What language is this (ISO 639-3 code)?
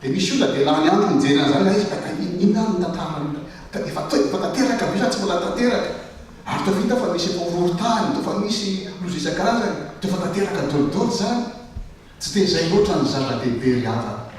mlg